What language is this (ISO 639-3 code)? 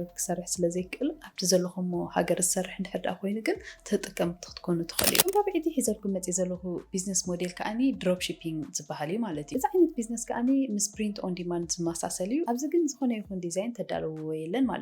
tir